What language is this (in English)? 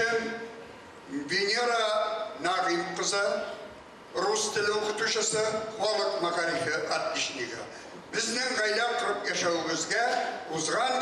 Bashkir